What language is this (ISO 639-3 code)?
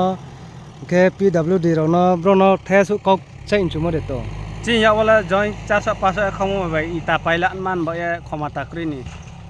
ria